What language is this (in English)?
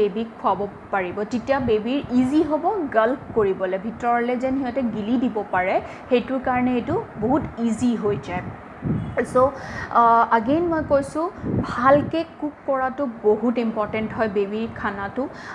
Assamese